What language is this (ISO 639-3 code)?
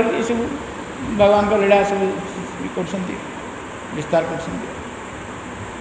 ori